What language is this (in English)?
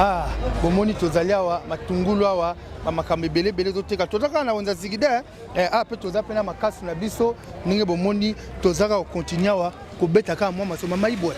Lingala